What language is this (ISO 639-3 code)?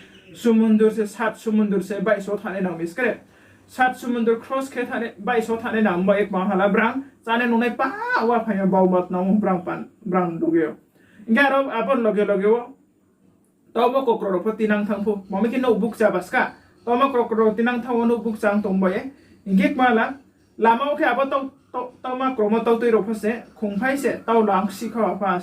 ria